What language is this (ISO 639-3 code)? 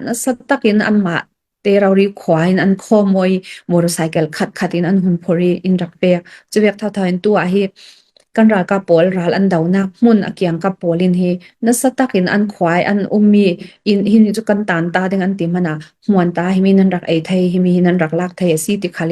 cfm